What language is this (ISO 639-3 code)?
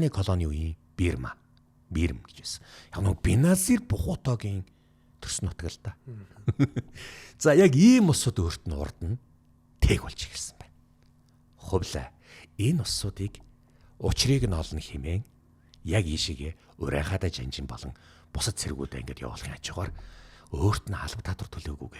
mon